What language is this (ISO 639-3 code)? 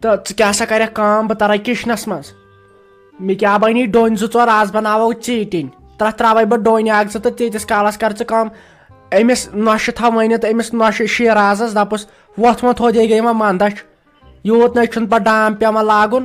kas